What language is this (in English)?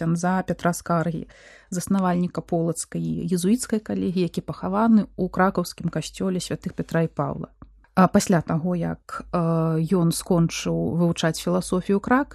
Belarusian